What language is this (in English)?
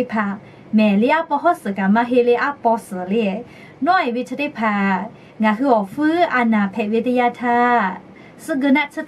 Lahu